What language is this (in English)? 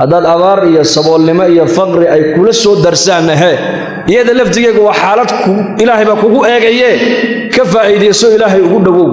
Somali